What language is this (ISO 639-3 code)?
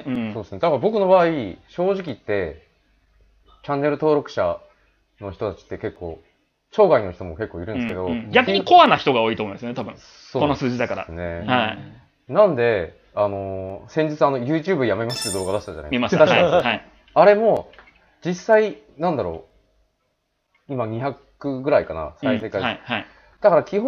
jpn